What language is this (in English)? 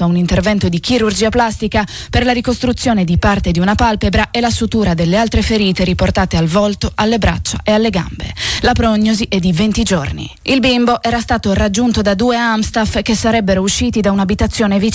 Italian